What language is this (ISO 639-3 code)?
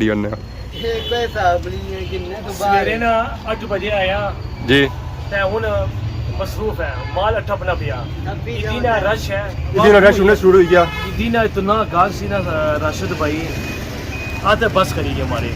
phr